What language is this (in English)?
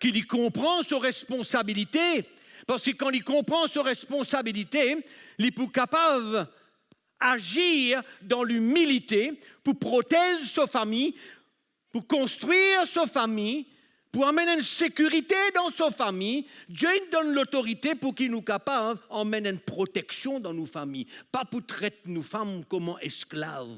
Morisyen